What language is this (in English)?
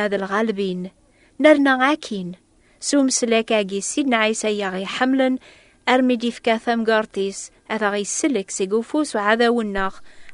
Kabyle